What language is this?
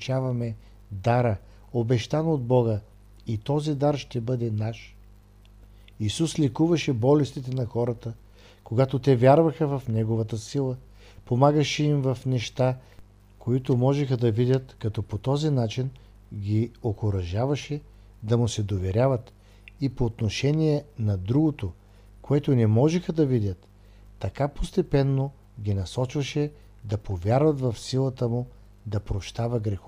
Bulgarian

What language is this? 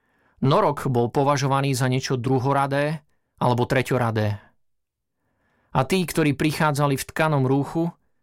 Slovak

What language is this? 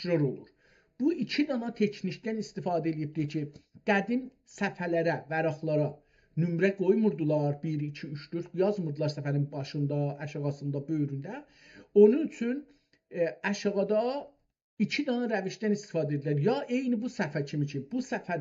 South Azerbaijani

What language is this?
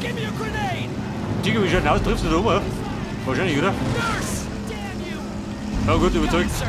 Bavarian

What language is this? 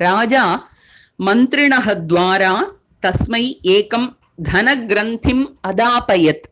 Sanskrit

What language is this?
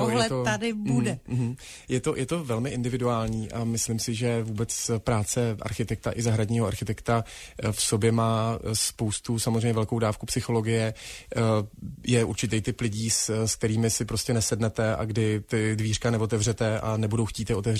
Czech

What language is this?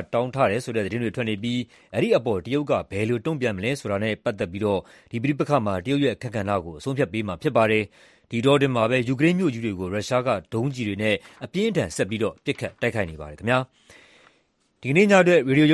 Burmese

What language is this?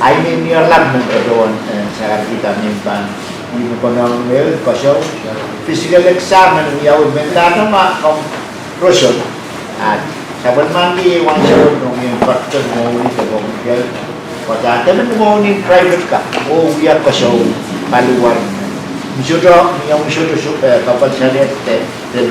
Pohnpeian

